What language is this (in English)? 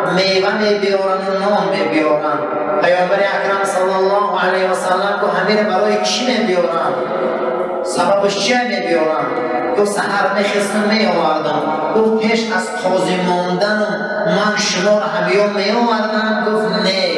Tajik